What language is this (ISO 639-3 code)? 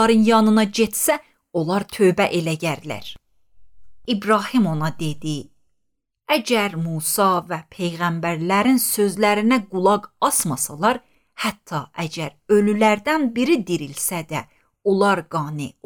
aze